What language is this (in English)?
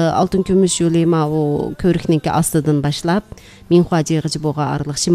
Uyghur